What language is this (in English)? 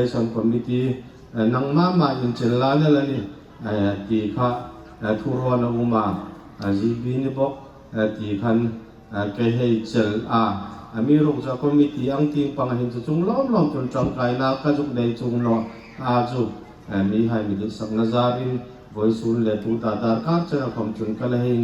Hmar